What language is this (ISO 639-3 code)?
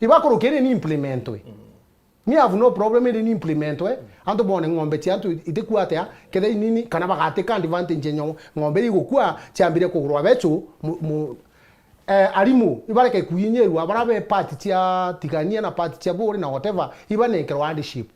mer